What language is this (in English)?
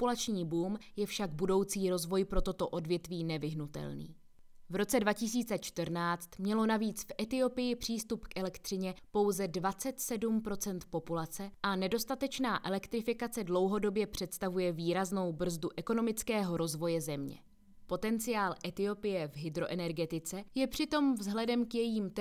Czech